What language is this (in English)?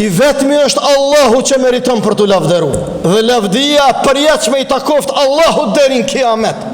Albanian